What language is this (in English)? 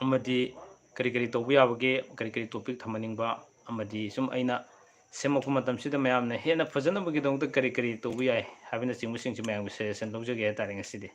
Manipuri